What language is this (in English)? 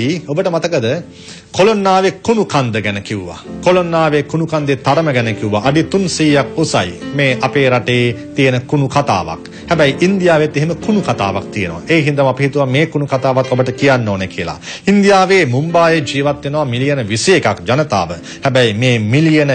Sinhala